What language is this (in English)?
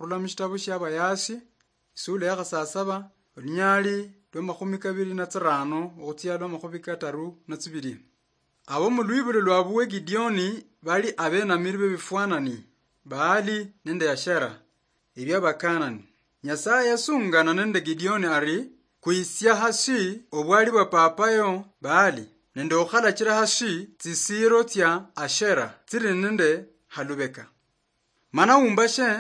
Luyia